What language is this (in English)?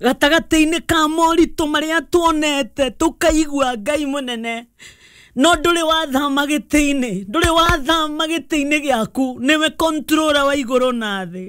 Kikuyu